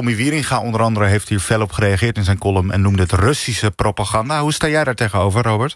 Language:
Dutch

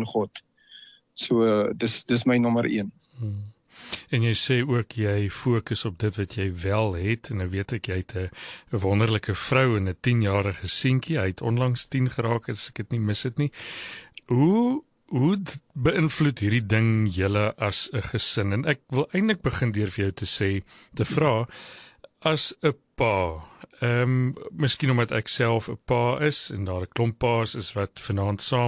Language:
Afrikaans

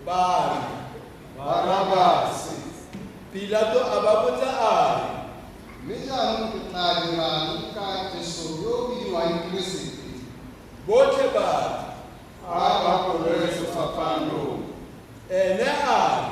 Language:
Tswana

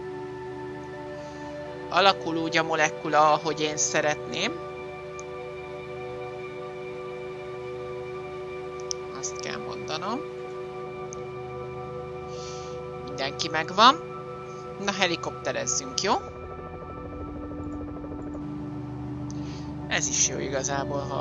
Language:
Hungarian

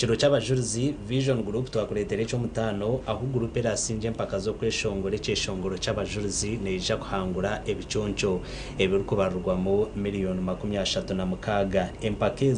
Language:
Nyankole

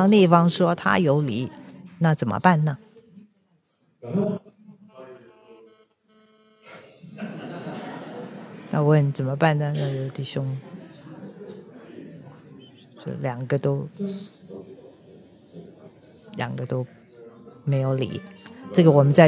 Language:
Chinese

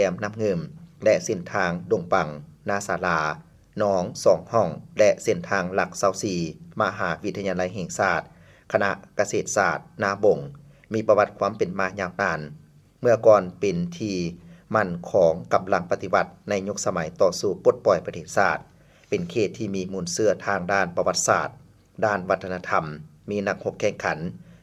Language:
Lao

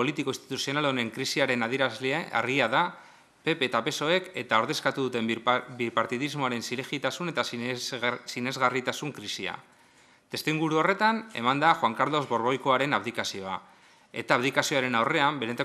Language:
Basque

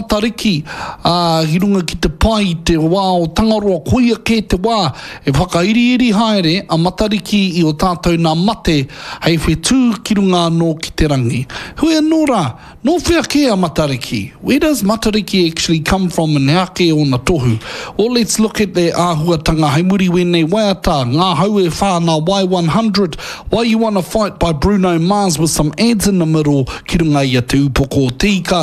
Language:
Māori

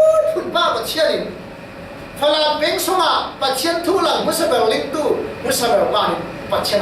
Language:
Falam Chin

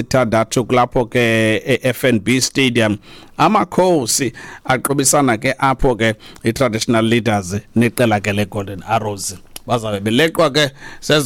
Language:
Xhosa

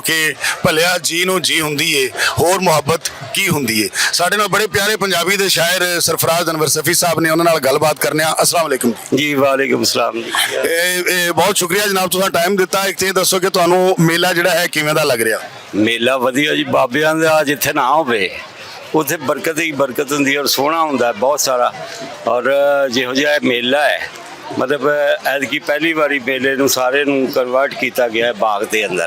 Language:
Western Panjabi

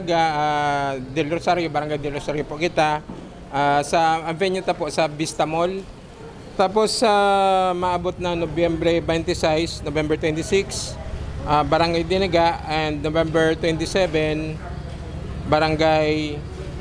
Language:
Bikol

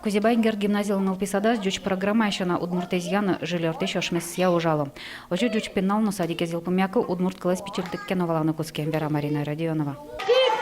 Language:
Udmurt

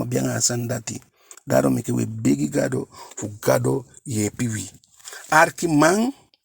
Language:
Eastern Maroon Creole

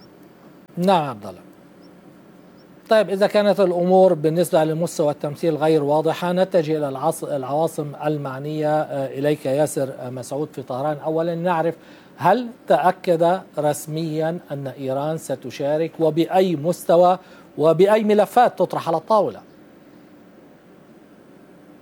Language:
Arabic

